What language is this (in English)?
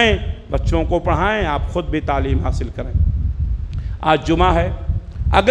Urdu